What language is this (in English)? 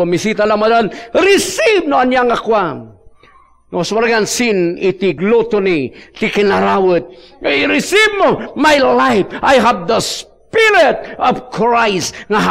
Iloko